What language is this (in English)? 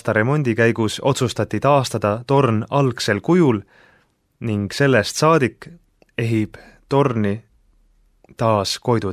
Estonian